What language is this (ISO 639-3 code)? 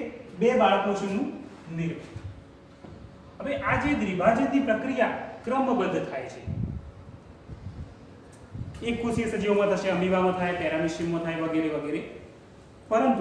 guj